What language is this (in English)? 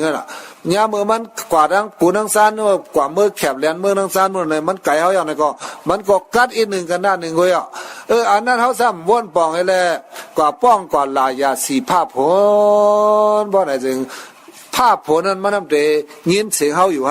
Shan